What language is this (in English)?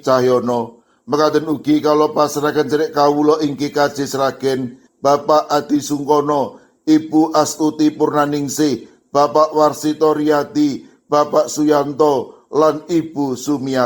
Javanese